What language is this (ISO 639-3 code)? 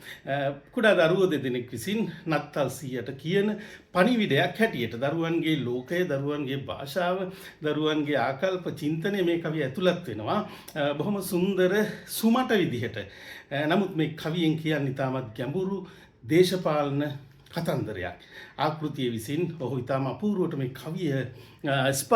sin